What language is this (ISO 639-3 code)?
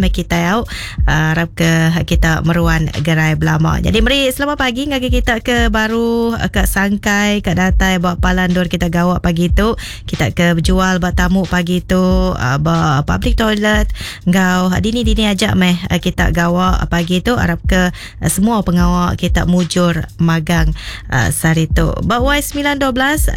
iba